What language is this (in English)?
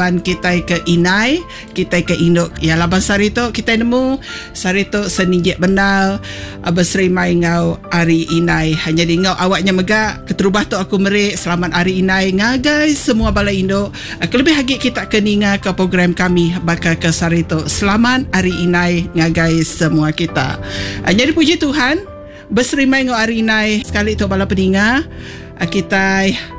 Iban